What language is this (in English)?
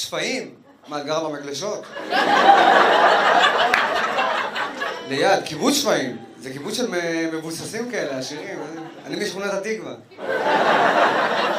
Hebrew